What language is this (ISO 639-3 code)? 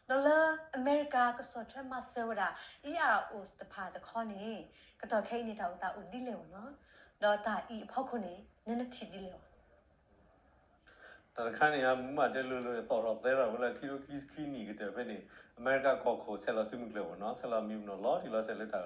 ksw